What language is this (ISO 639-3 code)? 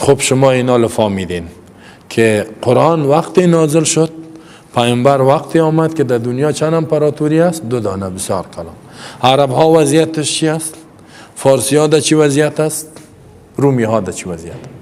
fas